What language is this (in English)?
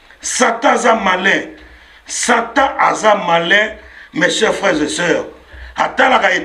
Lingala